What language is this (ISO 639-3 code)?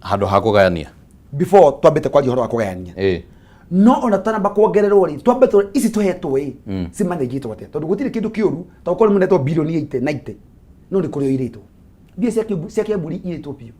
kik